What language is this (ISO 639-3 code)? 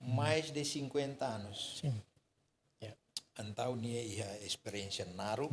tet